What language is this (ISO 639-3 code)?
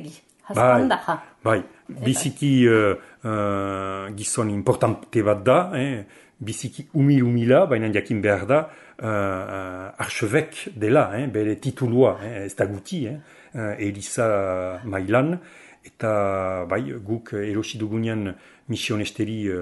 eus